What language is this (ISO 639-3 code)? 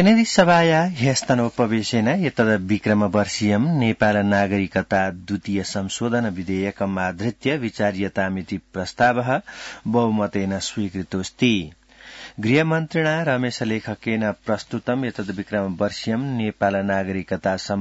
san